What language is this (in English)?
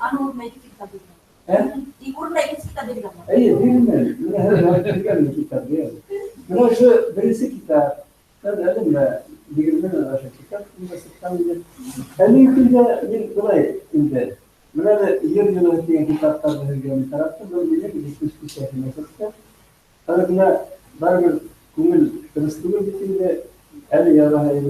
Bashkir